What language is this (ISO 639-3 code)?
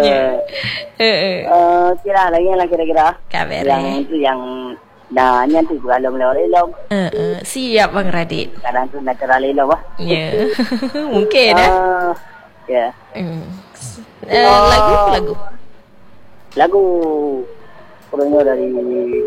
msa